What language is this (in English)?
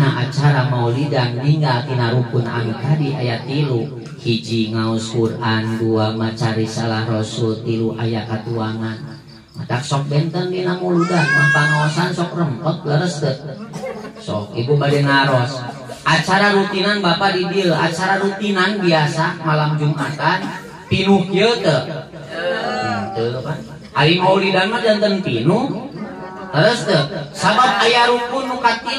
Sundanese